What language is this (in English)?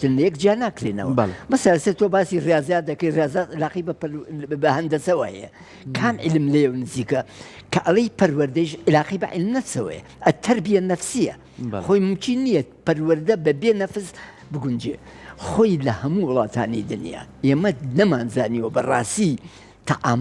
Central Kurdish